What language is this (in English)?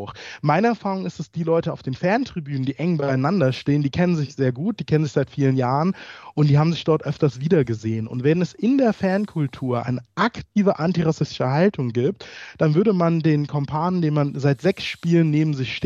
German